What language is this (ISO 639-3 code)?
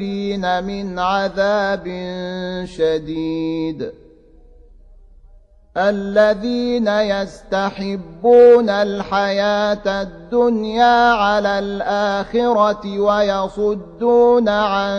ara